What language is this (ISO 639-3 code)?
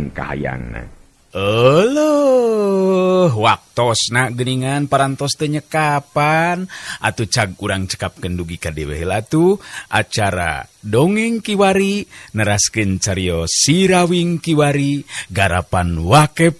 sun